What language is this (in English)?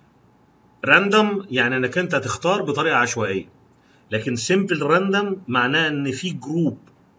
Egyptian Arabic